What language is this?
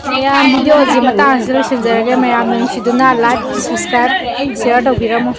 Manipuri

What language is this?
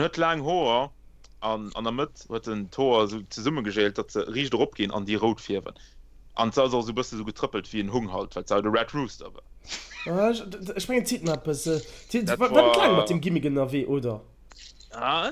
Luxembourgish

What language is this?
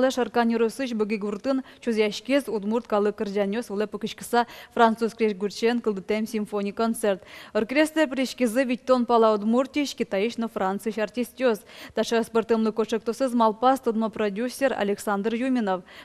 Udmurt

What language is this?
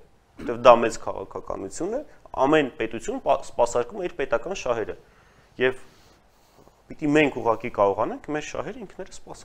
Armenian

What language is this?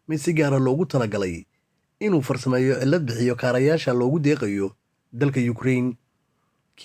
Somali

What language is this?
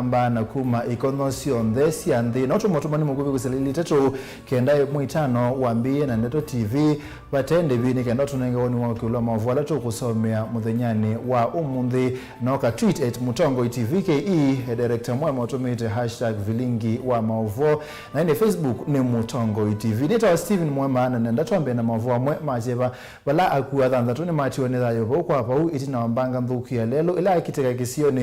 Kamba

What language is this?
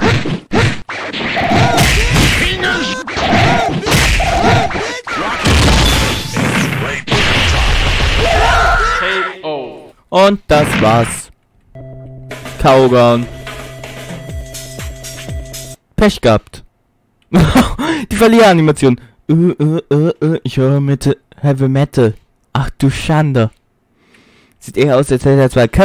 German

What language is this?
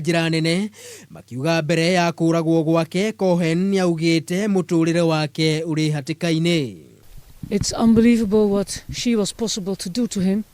Kikuyu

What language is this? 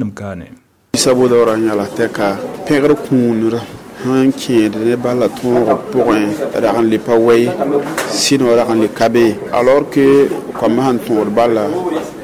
Mossi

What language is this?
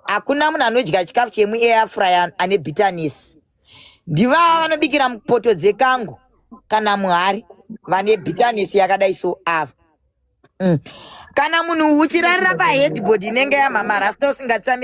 Shona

